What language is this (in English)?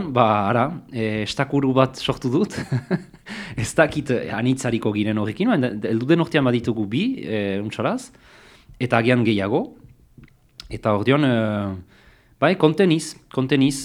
Basque